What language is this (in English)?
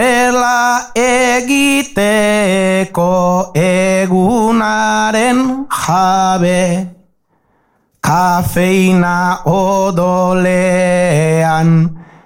Basque